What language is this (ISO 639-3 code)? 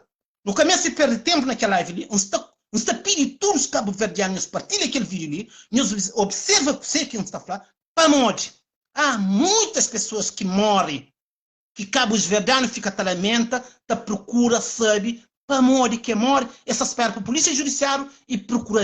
kea